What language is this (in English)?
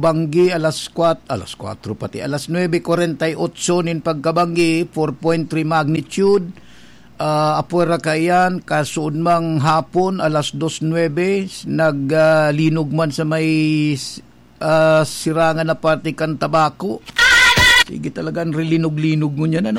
Bikol